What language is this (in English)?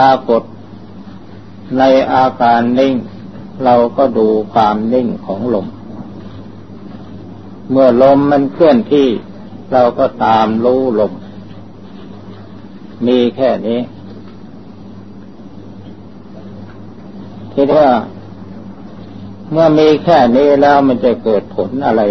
Thai